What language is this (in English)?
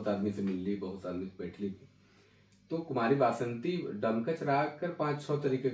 Sadri